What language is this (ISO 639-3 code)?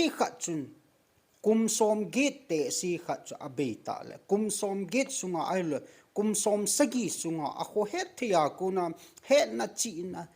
tcz